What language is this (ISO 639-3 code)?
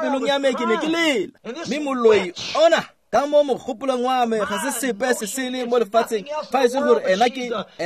tsn